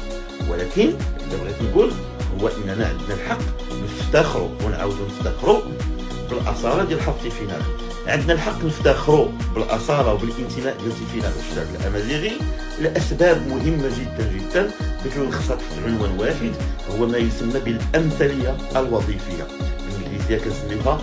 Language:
Moroccan Arabic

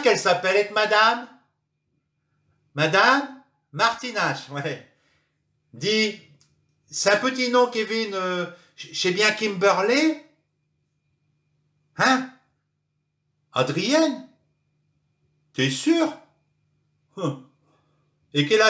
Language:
Picard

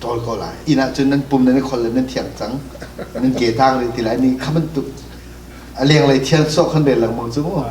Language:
Hakha Chin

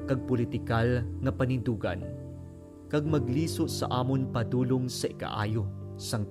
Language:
Hiligaynon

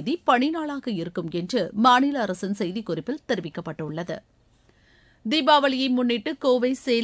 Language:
Tamil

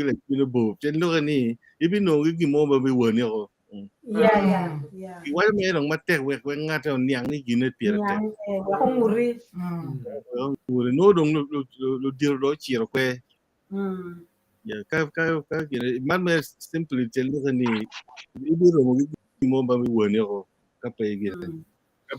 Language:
Acoli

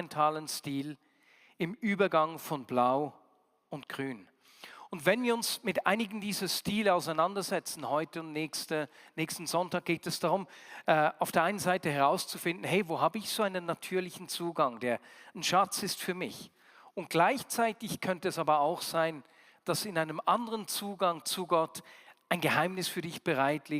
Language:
Swiss German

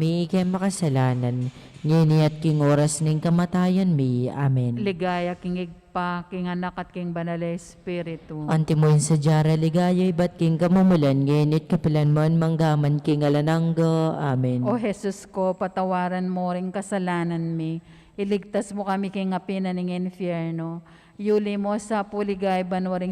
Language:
Pampanga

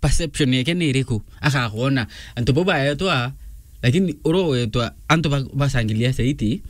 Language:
Meru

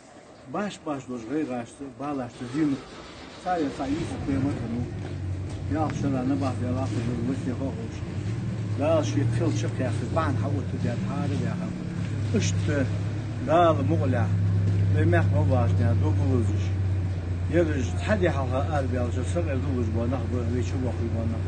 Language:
Ingush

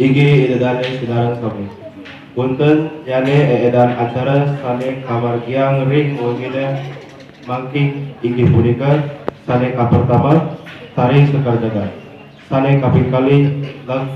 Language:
Balinese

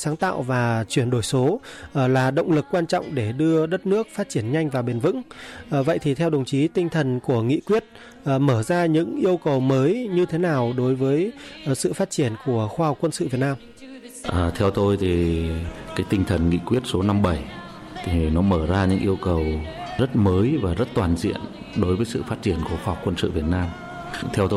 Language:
Vietnamese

